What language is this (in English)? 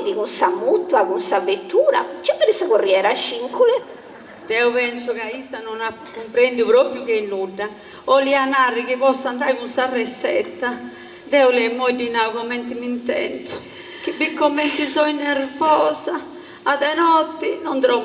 Sardinian